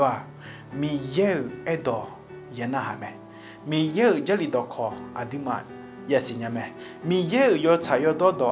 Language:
Akha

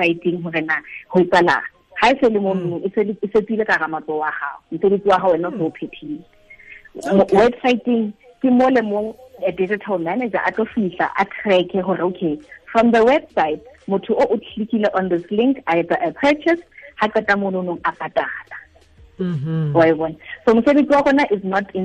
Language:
Tswana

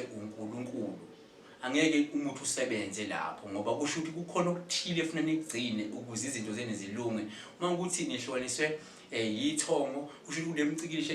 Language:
Zulu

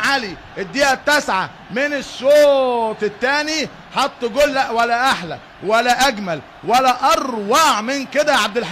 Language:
Egyptian Arabic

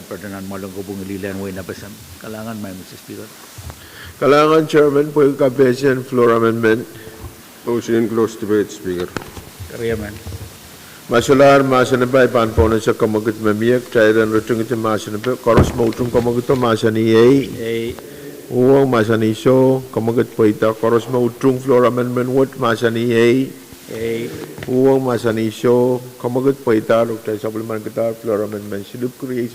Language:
Pohnpeian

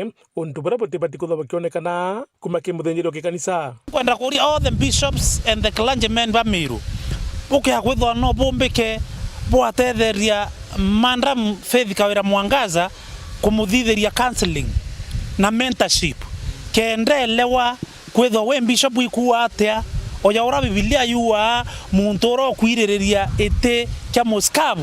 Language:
Meru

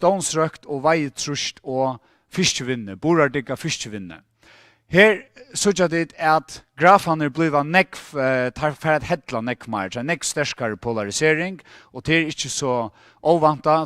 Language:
Faroese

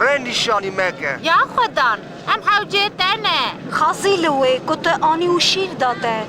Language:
Kurdish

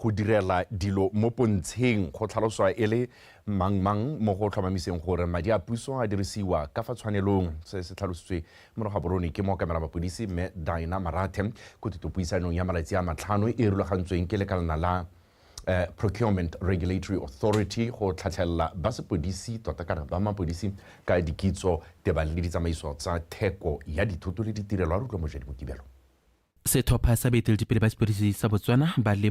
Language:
Tswana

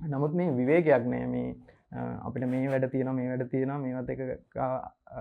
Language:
Sinhala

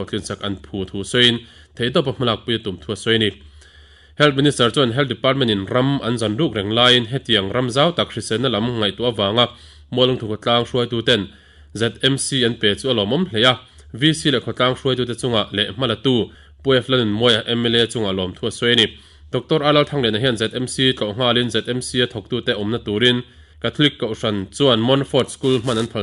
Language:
Mizo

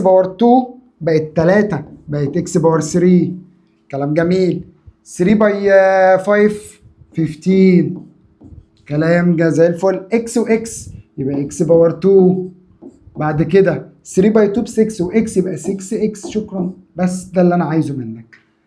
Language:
Egyptian Arabic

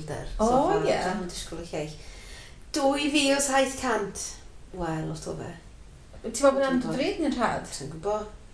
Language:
Welsh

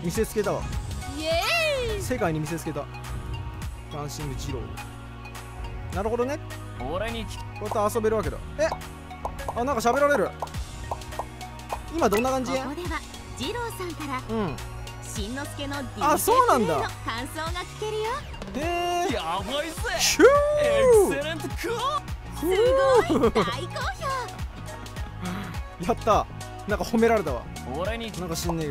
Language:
Japanese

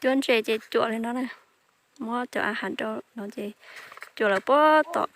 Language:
Hmong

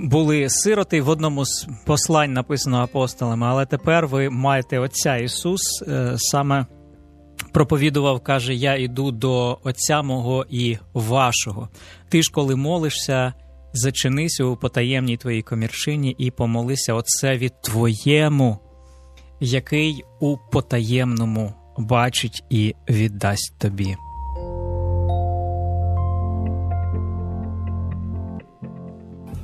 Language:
Ukrainian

